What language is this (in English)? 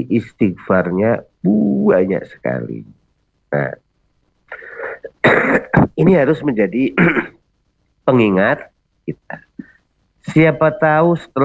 Indonesian